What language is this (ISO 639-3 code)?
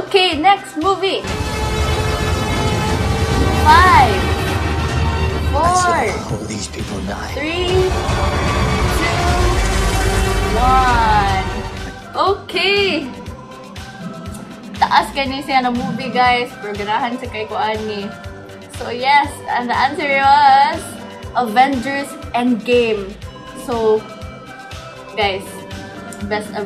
ceb